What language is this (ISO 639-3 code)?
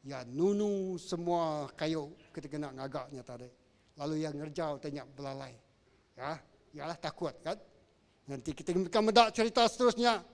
iba